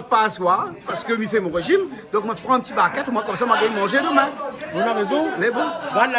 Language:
Réunion Creole French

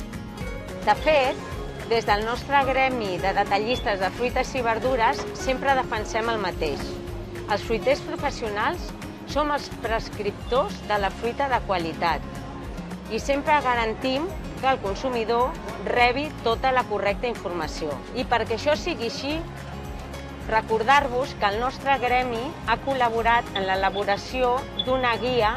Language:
Catalan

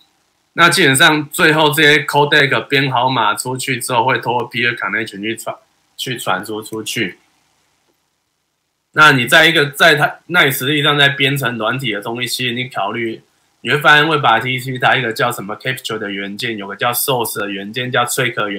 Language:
Chinese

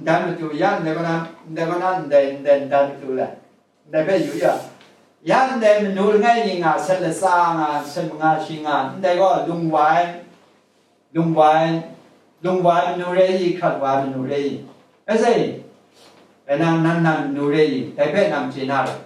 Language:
Kachin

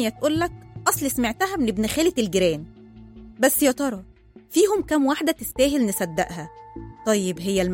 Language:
Egyptian Arabic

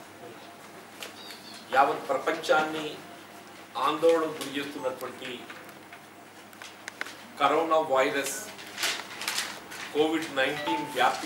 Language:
Telugu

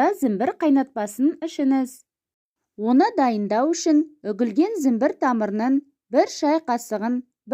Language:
Kazakh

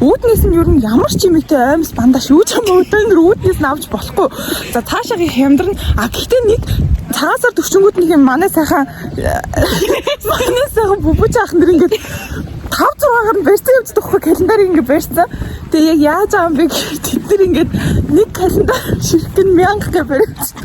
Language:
Mongolian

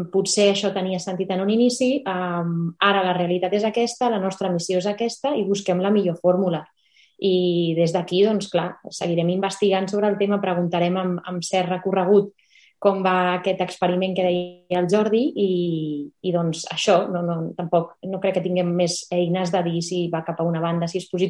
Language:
Catalan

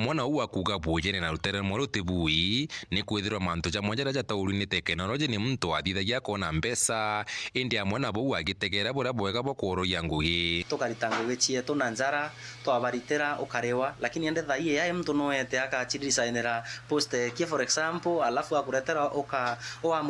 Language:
Meru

